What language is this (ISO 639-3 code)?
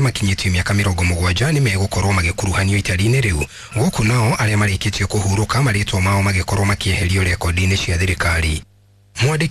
kik